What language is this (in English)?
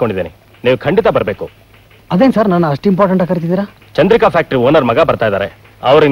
Kannada